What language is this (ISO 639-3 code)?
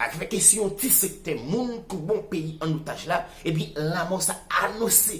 hat